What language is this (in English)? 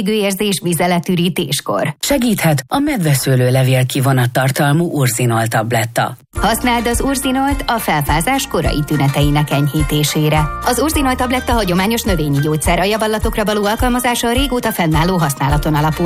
Hungarian